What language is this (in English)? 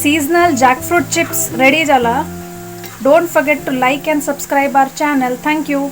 Konkani